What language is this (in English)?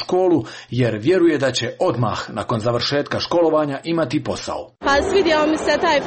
Croatian